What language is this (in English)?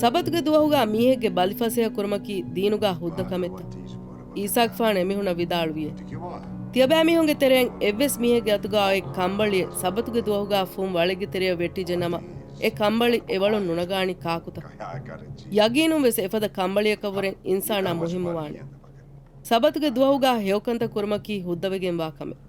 Divehi